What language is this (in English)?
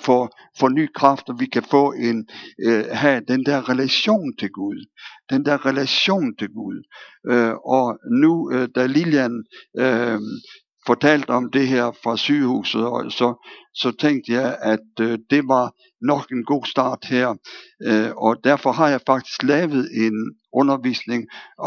Danish